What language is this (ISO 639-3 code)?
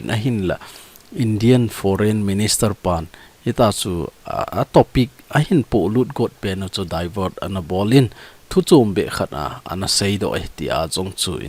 tcz